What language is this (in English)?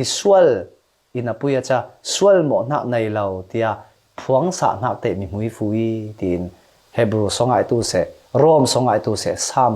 Falam Chin